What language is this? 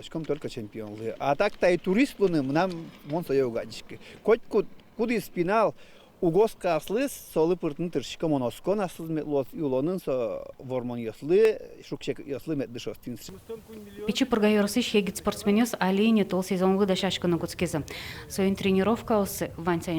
Udmurt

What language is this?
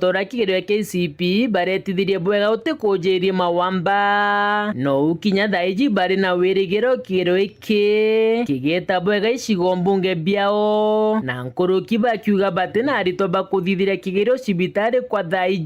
Meru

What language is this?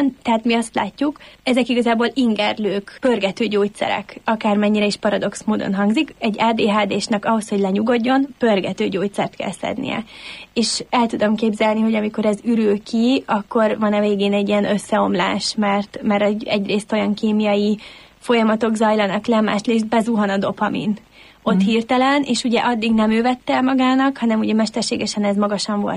Hungarian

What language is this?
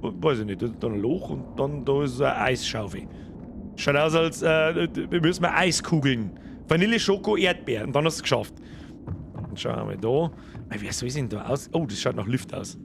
Bavarian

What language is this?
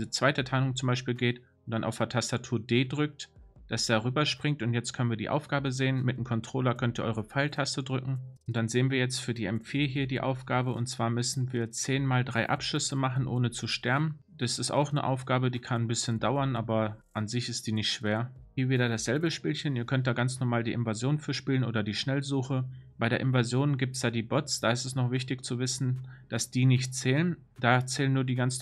German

